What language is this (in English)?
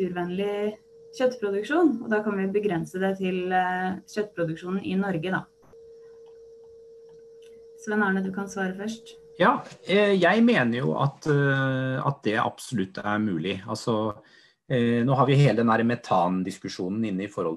Norwegian